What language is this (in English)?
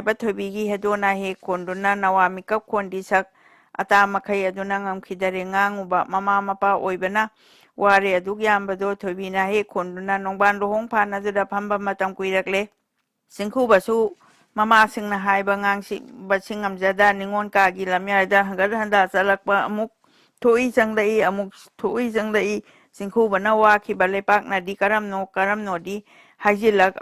Manipuri